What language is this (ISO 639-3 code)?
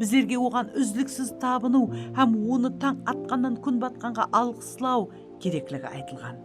kaa